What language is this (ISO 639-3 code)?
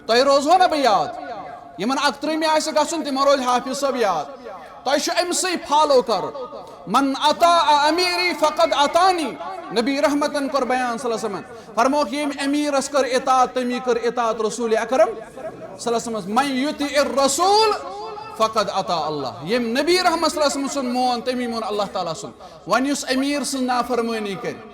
kas